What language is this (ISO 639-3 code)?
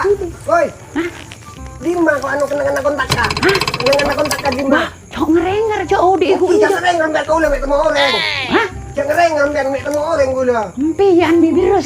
mad